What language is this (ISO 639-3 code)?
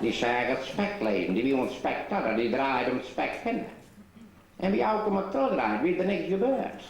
fry